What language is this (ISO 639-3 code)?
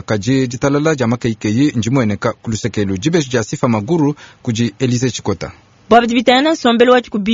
lua